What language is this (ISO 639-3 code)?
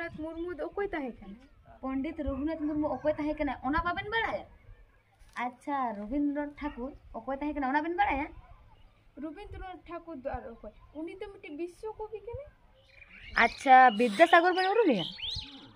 sat